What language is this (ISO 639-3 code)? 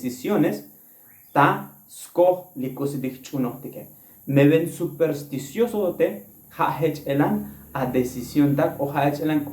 tzo